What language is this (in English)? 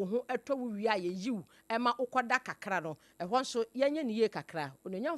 Akan